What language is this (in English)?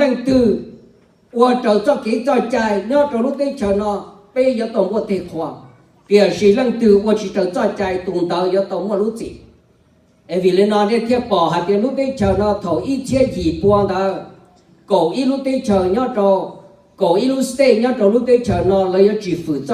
Hmong